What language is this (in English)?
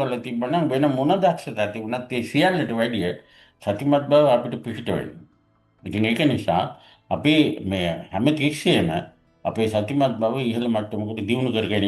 Sinhala